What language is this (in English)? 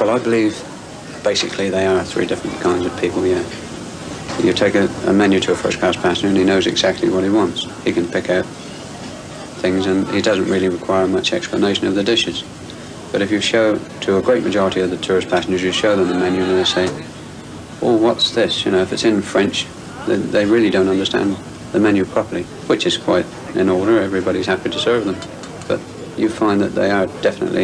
English